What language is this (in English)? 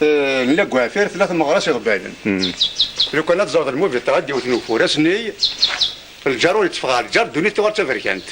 Kabyle